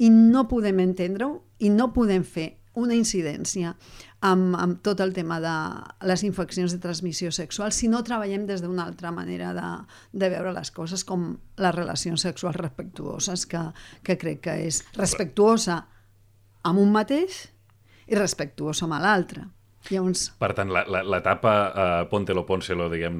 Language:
Catalan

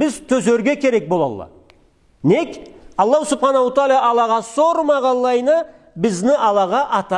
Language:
Karachay-Balkar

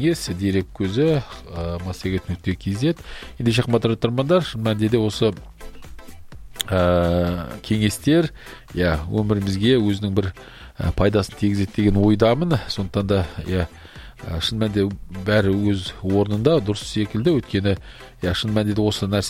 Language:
Kazakh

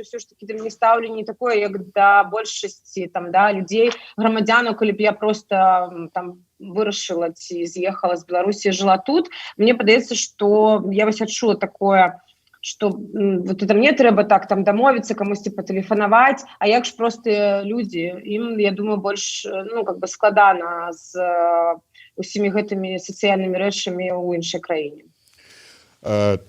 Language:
Belarusian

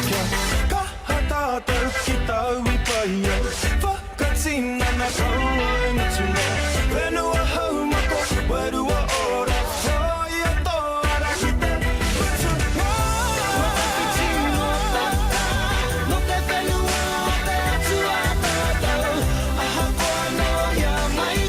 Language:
Māori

